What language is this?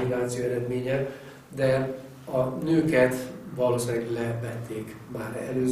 Hungarian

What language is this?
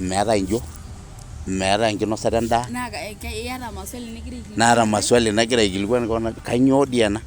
Masai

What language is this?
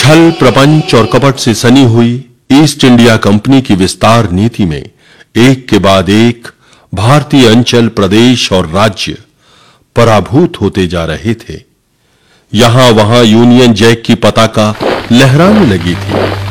Hindi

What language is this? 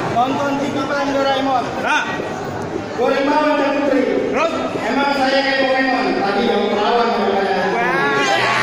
Betawi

